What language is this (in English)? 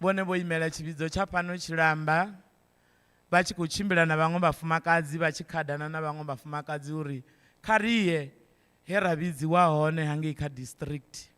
Venda